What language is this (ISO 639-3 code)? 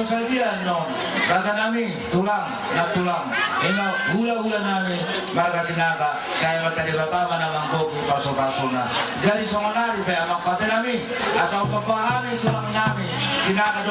bbc